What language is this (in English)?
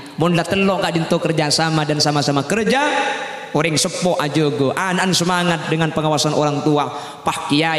Madurese